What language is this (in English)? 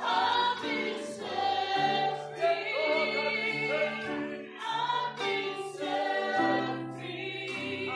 Tongan